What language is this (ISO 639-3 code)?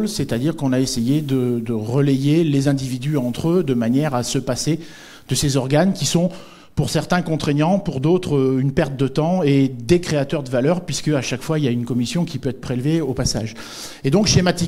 fra